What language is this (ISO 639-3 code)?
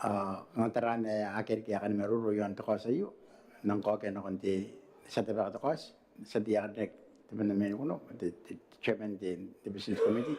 gil